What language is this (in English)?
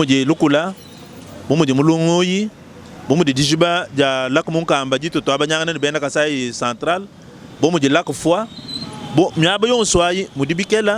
Luba-Lulua